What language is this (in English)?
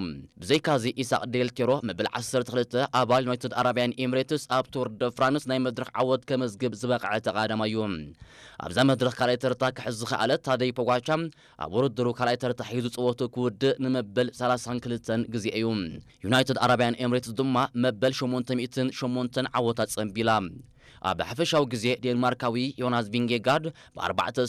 Tigrinya